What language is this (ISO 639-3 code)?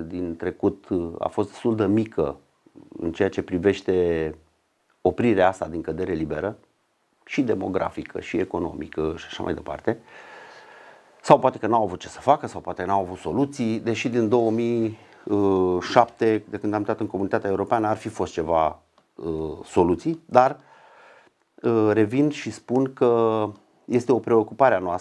ron